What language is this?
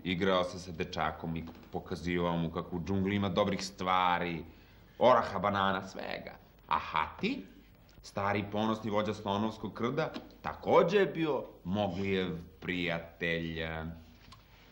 Serbian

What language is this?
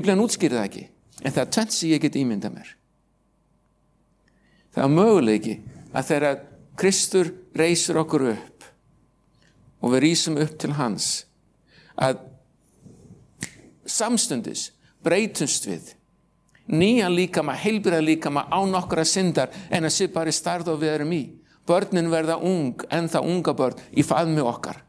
Icelandic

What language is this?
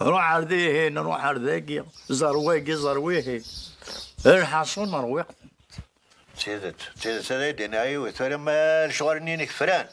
Kabyle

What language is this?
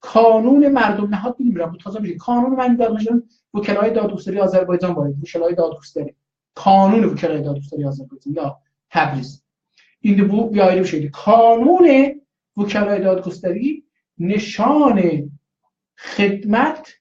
South Azerbaijani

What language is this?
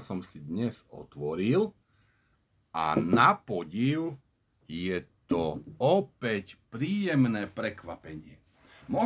Slovak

